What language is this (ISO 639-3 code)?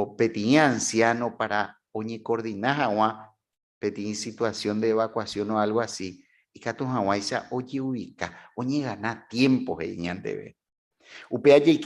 grn